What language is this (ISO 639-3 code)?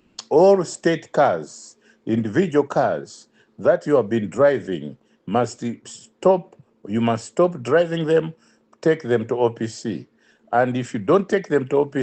eng